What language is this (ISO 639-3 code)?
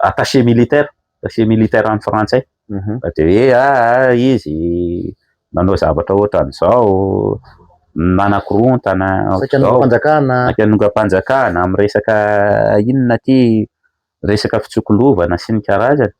mlg